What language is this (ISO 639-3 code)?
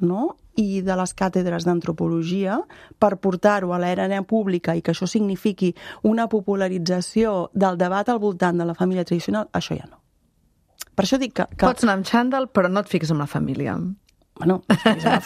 cat